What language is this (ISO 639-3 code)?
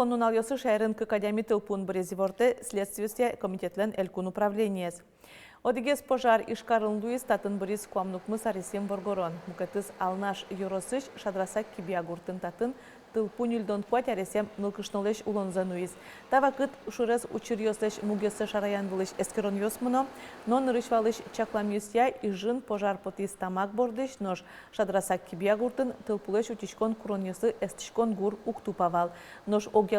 udm